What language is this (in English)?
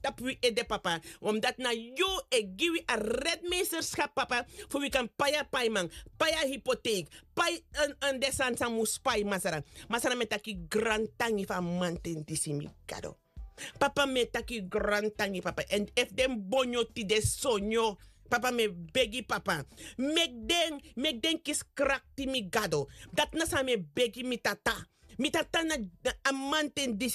Sranan Tongo